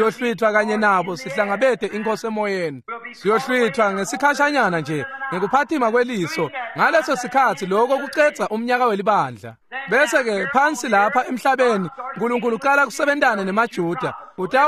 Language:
Swati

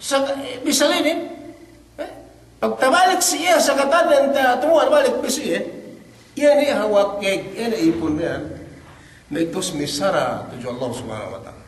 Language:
Yakan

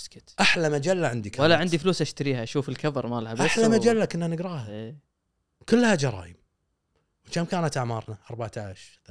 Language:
Gulf Arabic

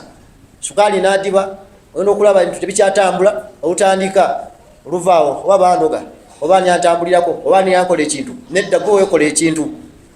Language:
Ganda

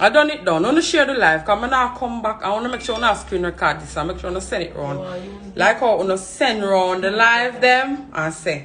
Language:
Jamaican Creole English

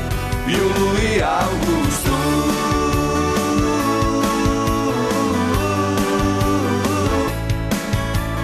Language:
Serbian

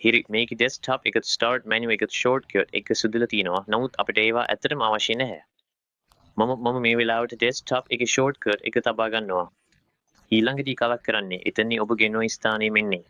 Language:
Sinhala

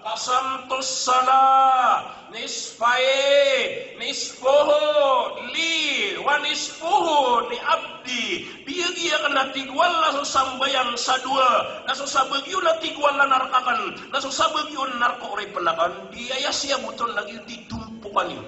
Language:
Maranao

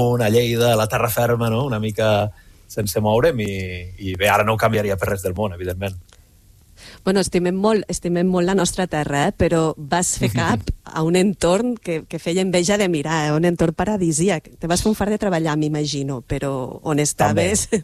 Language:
Catalan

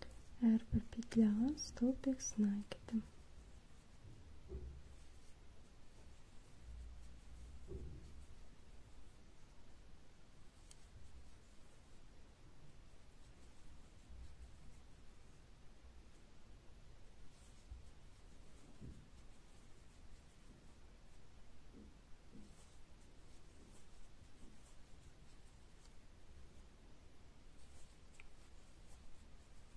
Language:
Kazakh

